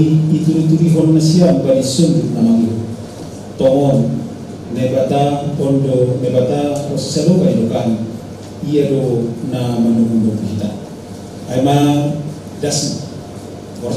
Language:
Batak Simalungun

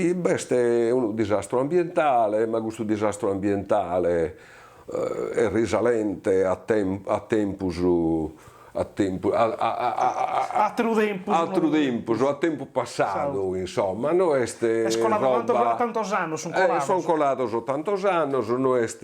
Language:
Sardinian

